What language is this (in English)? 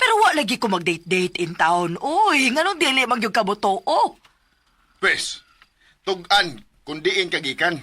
Cebuano